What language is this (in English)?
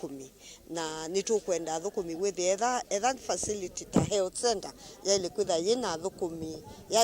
Kamba